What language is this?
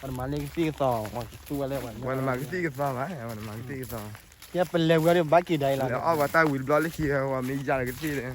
S'gaw Karen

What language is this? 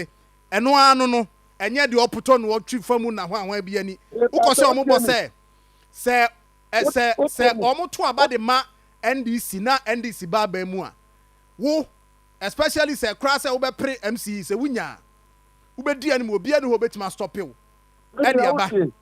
Akan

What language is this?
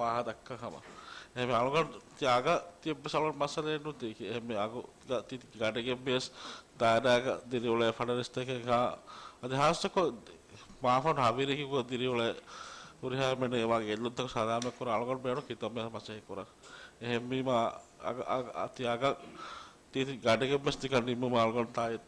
Divehi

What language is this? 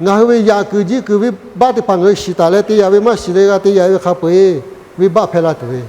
Lahu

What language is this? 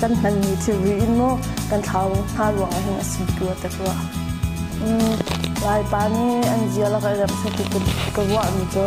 Hakha Chin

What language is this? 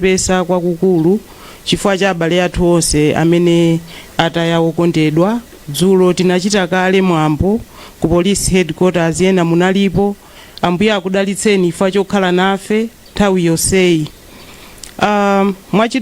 Nyanja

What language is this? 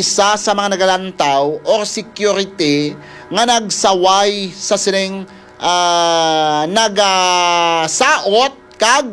Hiligaynon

